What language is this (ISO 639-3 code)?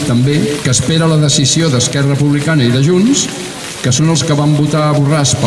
cat